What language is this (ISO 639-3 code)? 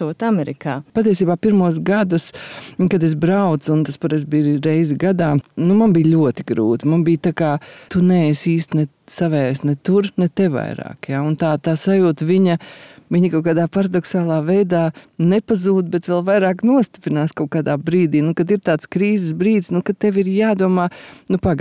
lav